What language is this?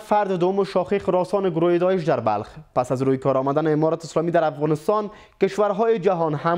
Persian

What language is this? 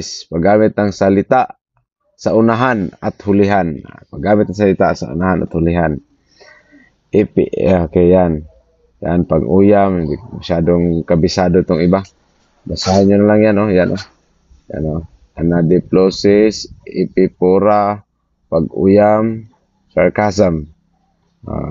Filipino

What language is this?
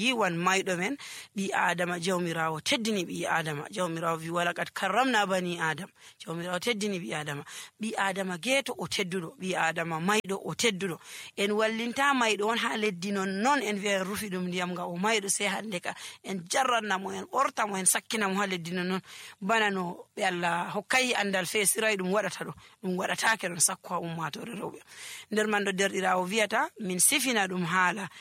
Nigerian Fulfulde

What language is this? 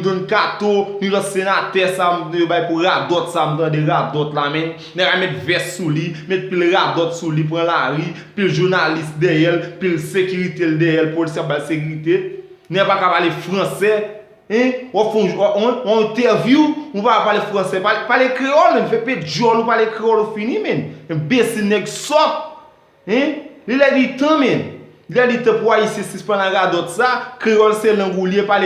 Haitian Creole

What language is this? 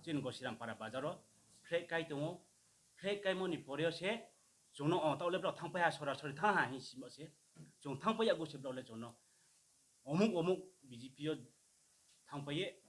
Riang (India)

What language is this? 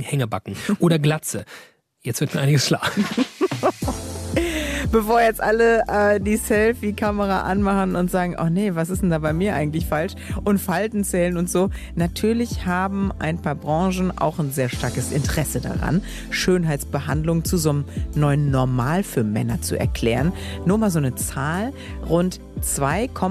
German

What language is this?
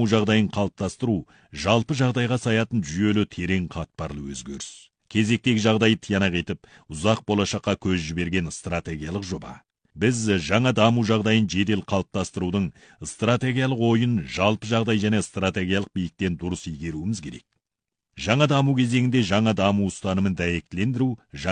Kazakh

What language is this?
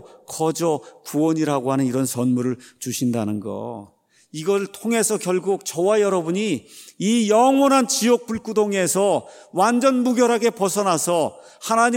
Korean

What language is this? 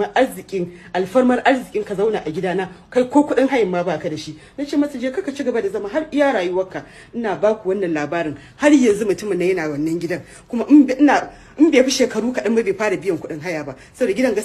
Hausa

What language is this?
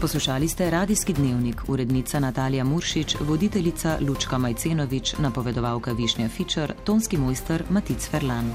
Slovenian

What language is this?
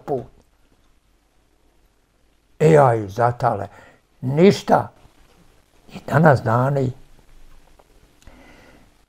Bosnian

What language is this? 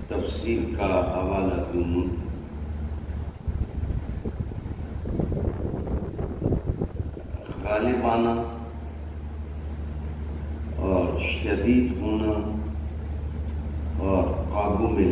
Urdu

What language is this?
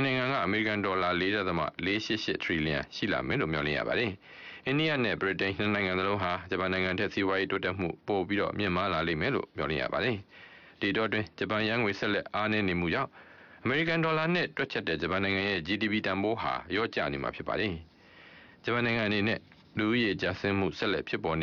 Burmese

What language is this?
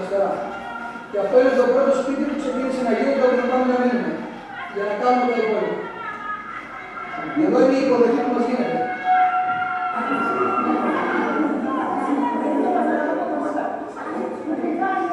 Greek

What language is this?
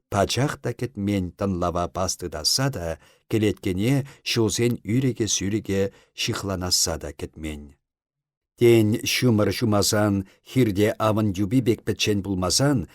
Chuvash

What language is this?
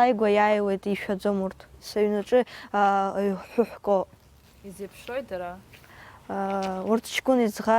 Abkhazian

